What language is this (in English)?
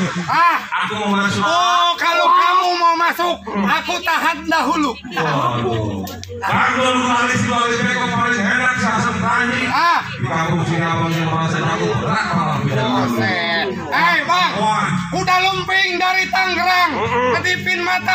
Betawi